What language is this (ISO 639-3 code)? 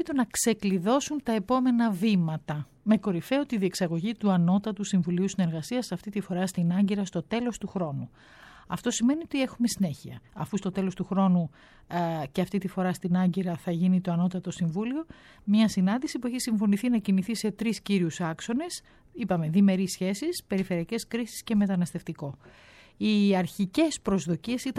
ell